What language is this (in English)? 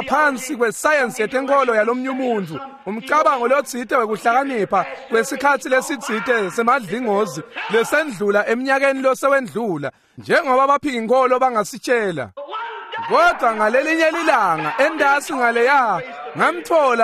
Swati